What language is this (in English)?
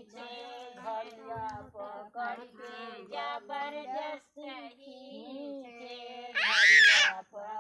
Bhojpuri